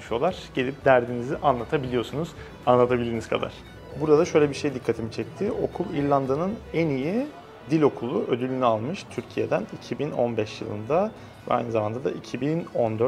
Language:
Turkish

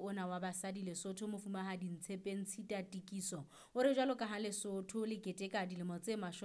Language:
Southern Sotho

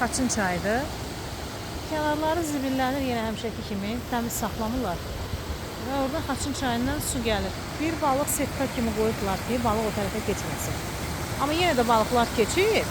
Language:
Azerbaijani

